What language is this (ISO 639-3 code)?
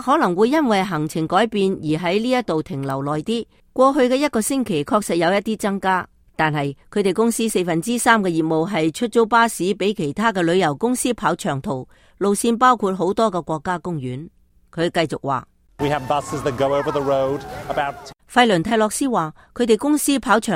yue